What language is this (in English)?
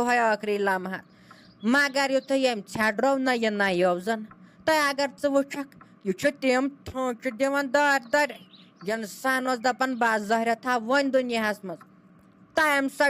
Kashmiri